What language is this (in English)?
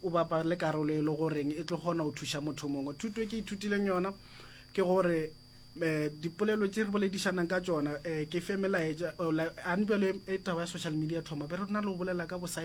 Northern Sotho